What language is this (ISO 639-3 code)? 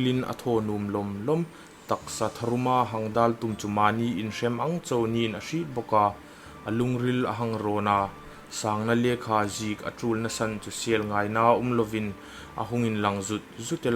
hmr